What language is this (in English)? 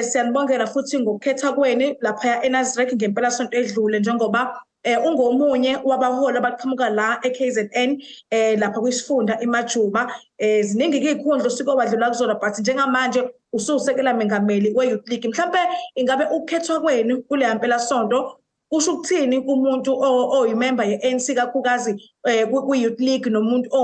Zulu